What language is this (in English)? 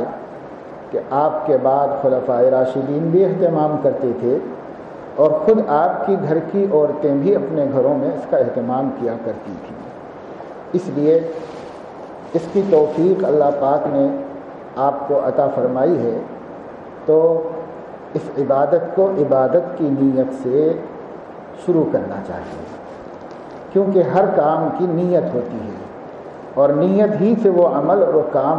Urdu